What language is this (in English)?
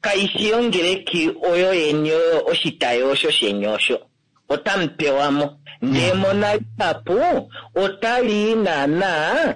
Kuanyama